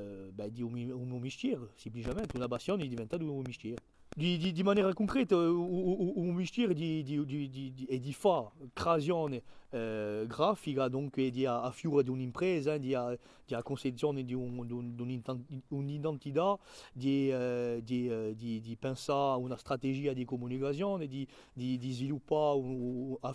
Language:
Corsican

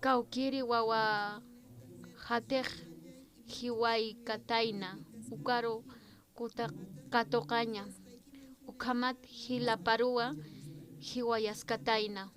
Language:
Aymara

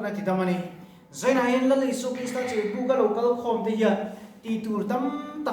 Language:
Mizo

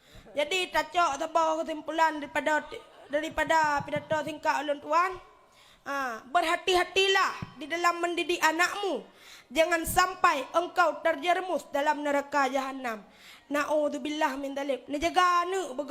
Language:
Achinese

